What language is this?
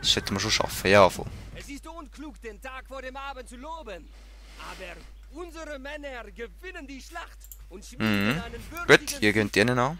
Swiss German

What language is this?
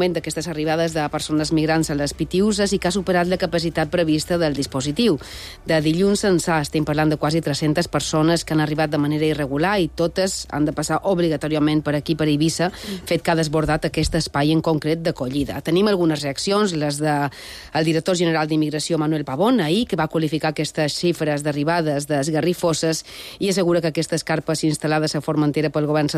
Catalan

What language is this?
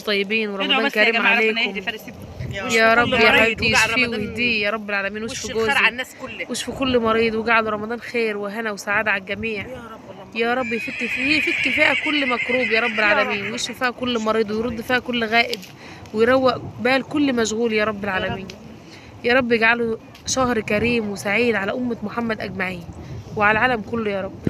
Egyptian Arabic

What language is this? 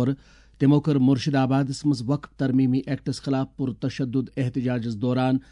Kashmiri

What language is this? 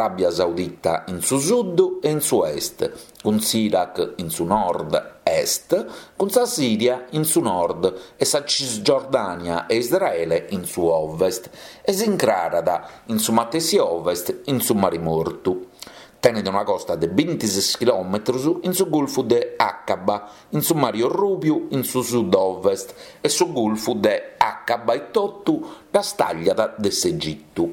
Sardinian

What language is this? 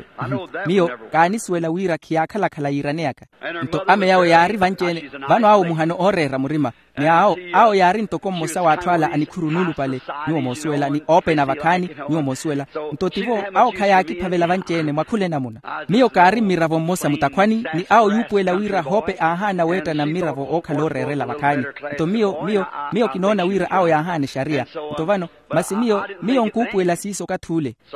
Makhuwa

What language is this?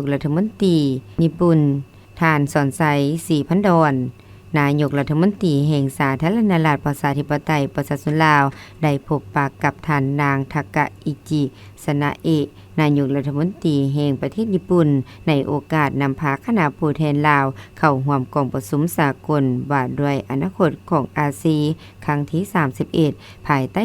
Lao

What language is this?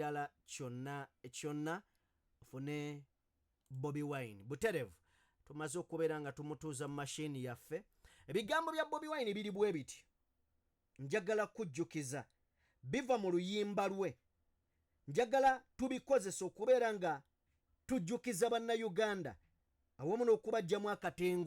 Ganda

